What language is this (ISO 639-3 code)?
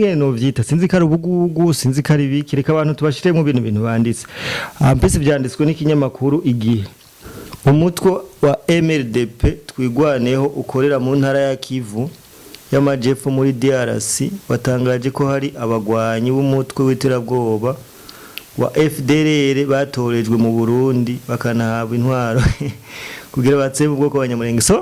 run